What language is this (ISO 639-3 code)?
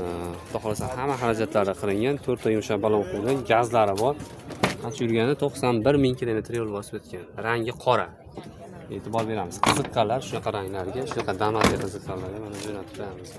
uzb